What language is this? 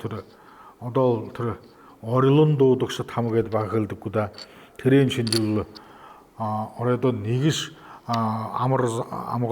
Buriat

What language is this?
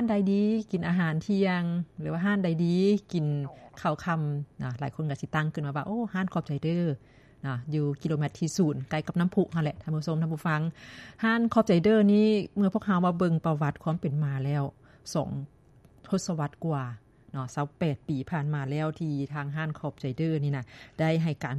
Lao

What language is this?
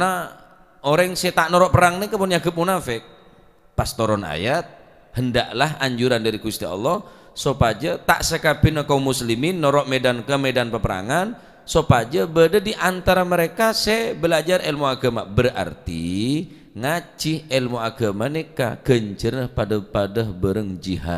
Madurese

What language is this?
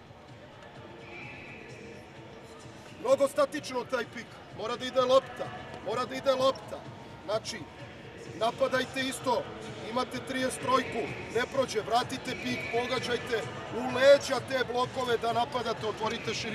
Serbian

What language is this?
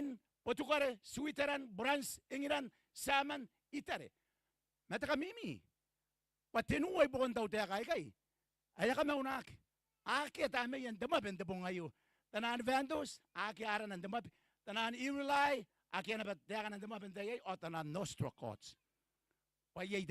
Gilbertese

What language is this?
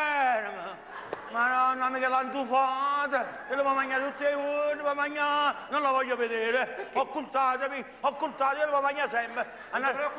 Neapolitan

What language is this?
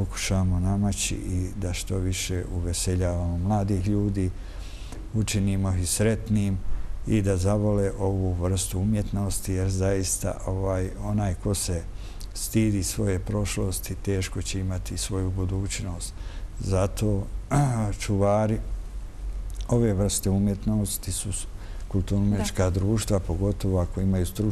Bosnian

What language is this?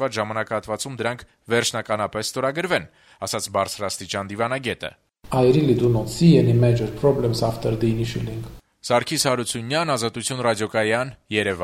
Armenian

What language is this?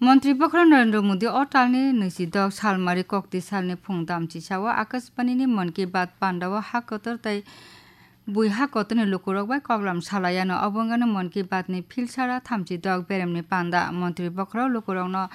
Kok Borok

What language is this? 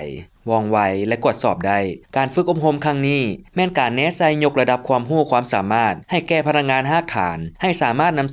Lao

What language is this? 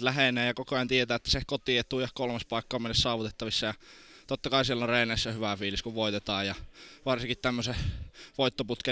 Finnish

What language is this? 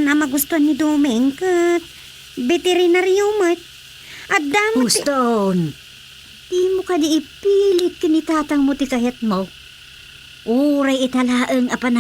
Iloko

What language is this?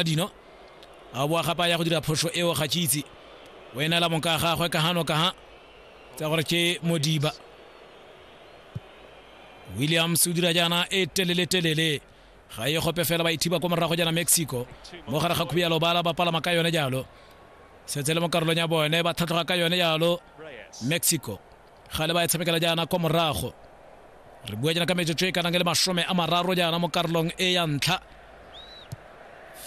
Tswana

